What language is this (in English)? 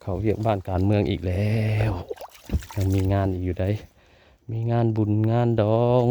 Northeastern Thai